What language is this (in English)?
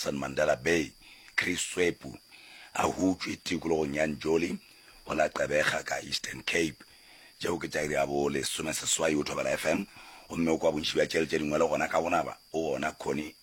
Northern Sotho